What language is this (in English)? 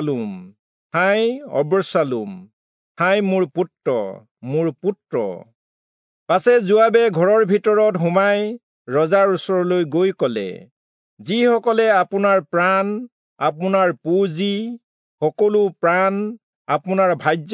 Assamese